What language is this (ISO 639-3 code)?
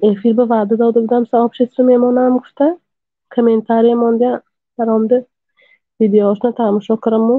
tgk